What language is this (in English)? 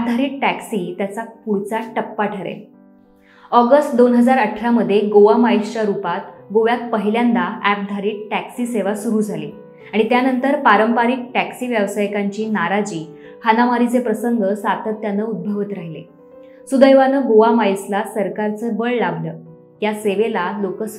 Marathi